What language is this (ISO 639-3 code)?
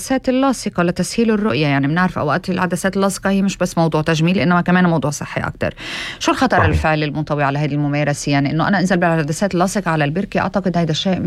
apc